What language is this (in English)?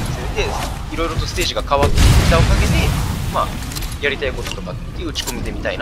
Japanese